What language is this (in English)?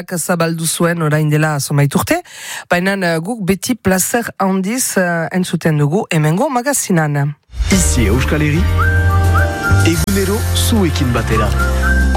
Basque